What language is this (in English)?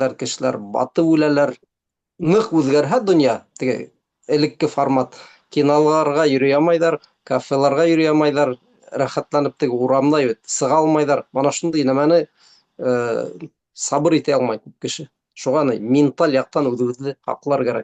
Bashkir